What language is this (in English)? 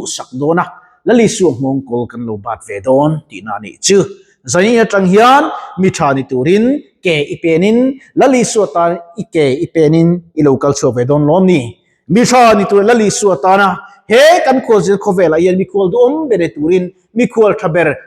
Mizo